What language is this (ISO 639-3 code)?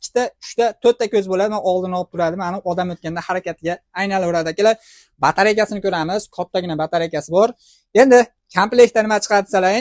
uzb